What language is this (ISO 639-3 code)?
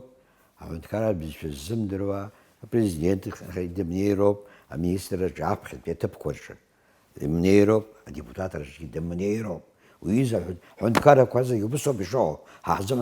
abk